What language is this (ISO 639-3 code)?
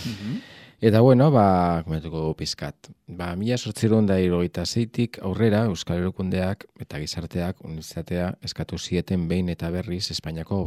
eus